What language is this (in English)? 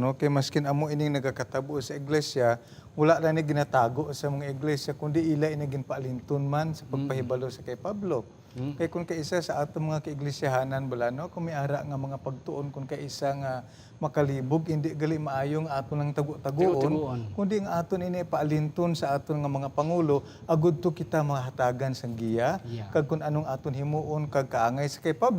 Hiligaynon